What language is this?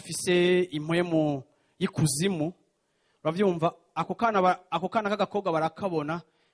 Rundi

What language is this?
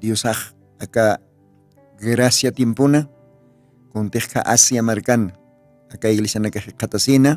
Aymara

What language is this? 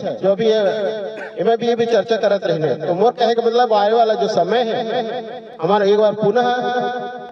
Chhattisgarhi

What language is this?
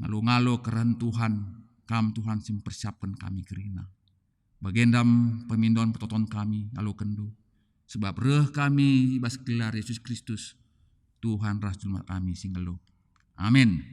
Batak Karo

